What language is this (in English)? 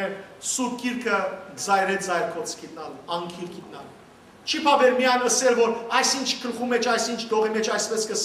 Western Armenian